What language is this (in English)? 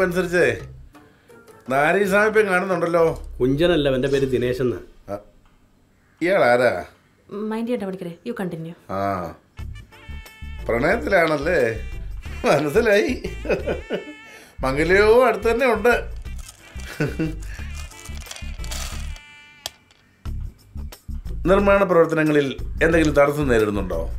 Malayalam